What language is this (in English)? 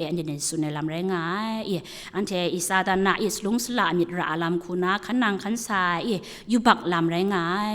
Kachin